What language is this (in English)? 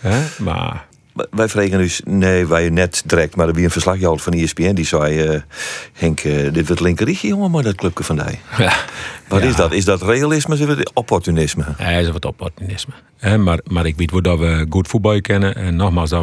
Western Frisian